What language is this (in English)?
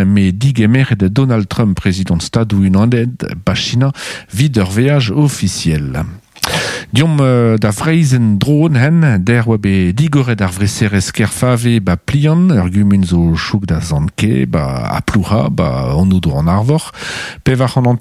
Breton